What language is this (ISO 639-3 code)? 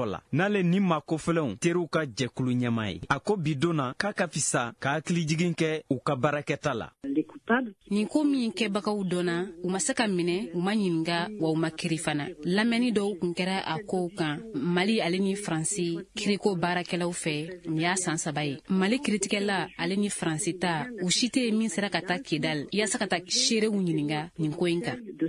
bam